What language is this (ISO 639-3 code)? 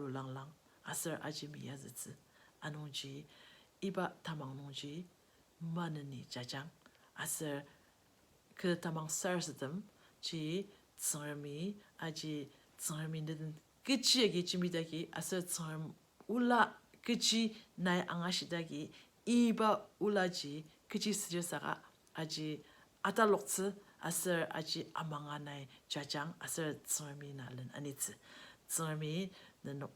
njo